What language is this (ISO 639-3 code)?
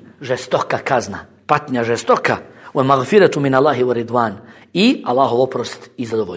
bos